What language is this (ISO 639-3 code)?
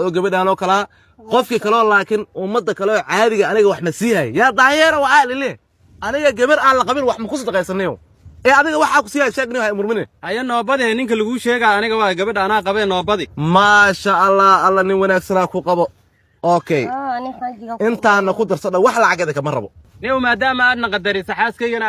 som